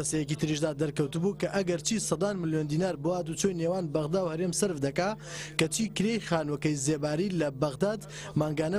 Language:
Central Kurdish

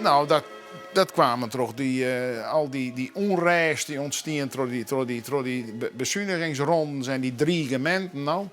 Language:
Western Frisian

